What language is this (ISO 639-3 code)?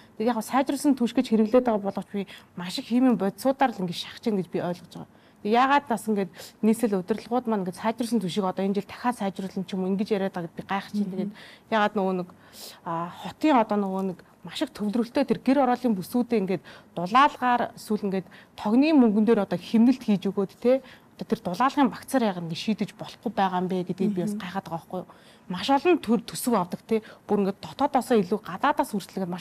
mon